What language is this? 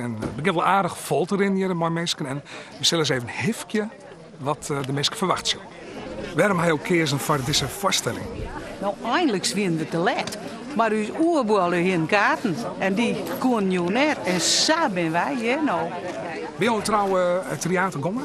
Western Frisian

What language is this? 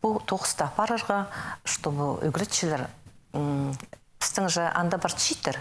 Khakas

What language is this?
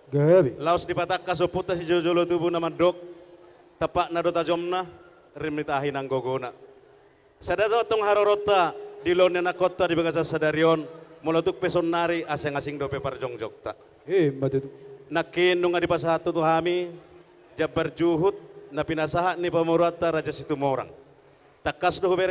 Batak Toba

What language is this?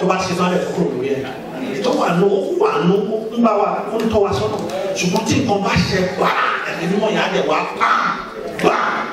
Yoruba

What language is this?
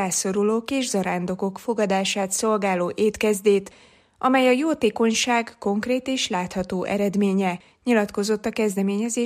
Hungarian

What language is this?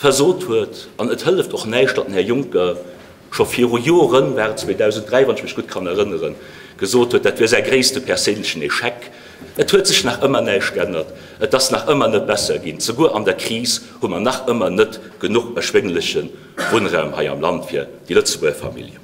Luxembourgish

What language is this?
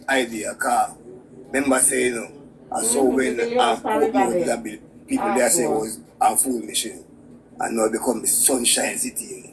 Jamaican Creole English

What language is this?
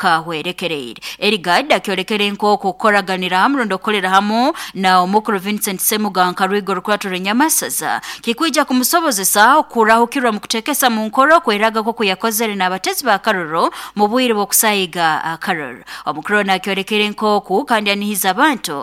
Nyoro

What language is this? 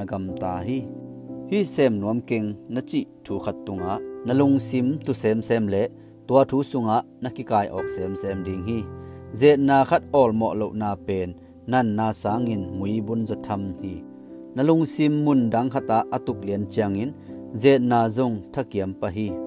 Tedim Chin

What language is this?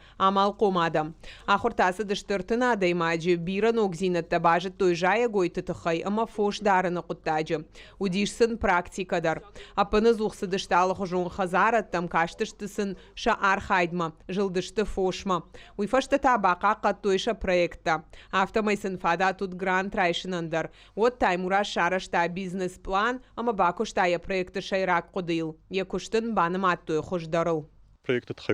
Ossetic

